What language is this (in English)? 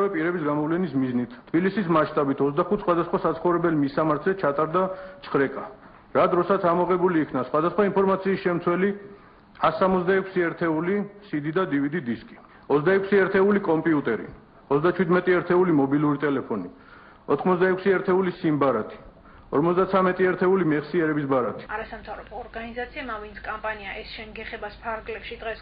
Georgian